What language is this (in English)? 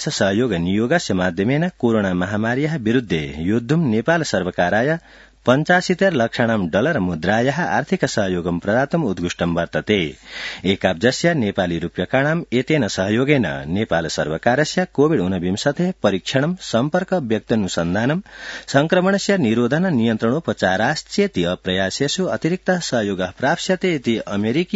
Sanskrit